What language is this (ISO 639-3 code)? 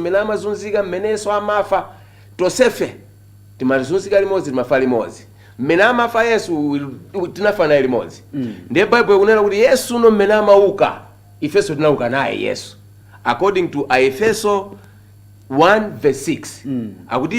nya